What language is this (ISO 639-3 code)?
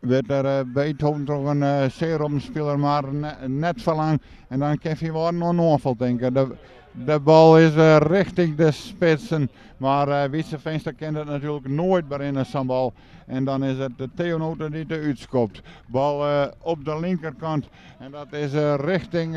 fry